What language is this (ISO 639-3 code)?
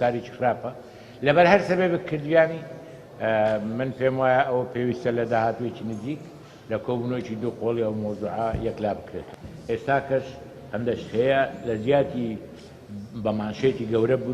ckb